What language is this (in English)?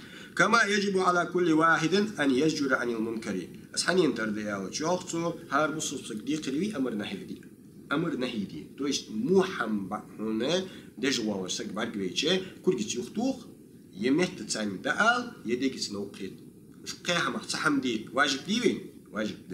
Ingush